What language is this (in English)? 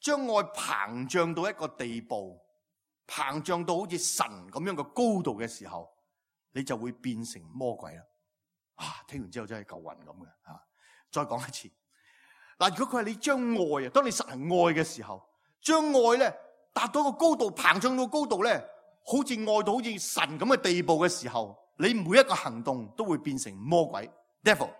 Cantonese